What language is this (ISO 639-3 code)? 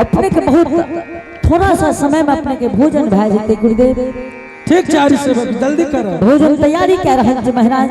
anp